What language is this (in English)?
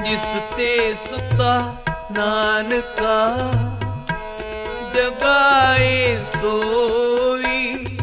Punjabi